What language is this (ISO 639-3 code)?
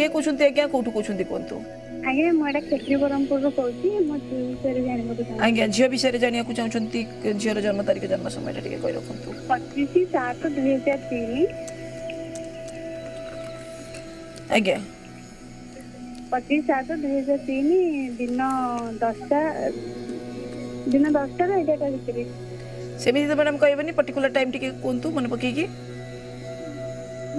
ori